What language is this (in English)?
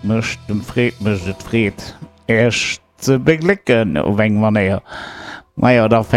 Luxembourgish